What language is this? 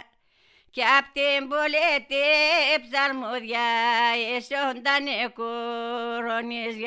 Greek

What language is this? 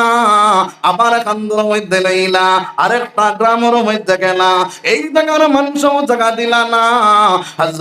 Sylheti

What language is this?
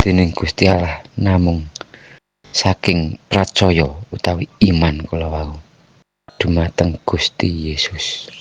Javanese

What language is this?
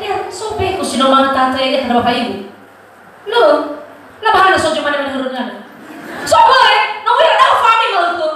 Nias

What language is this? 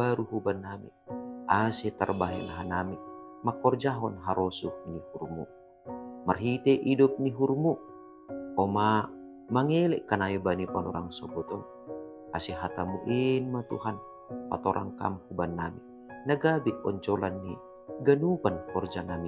Batak Simalungun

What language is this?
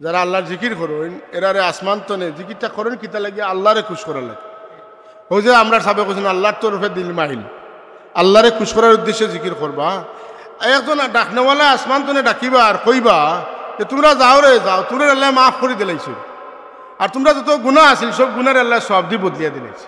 Sylheti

